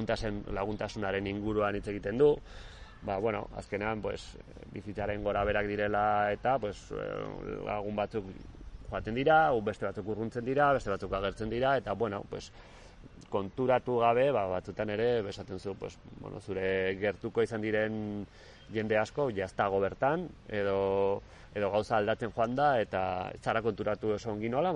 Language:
Basque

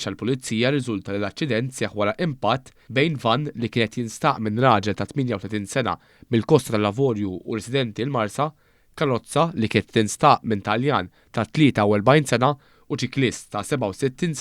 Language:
Maltese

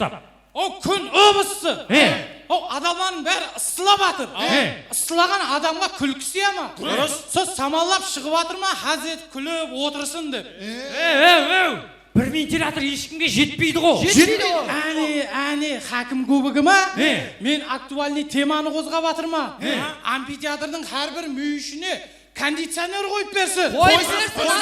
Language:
Kara-Kalpak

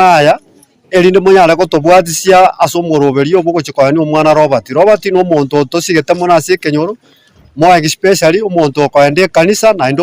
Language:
Gusii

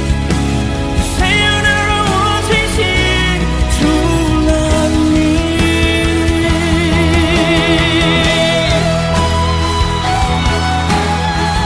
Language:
Chinese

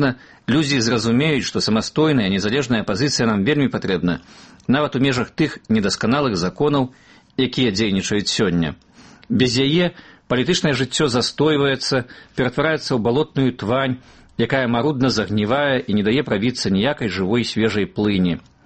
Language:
Belarusian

